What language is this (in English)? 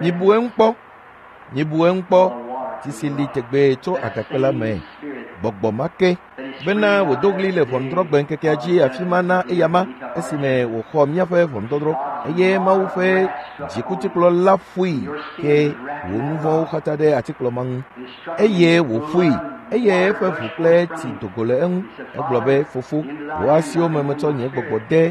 Ewe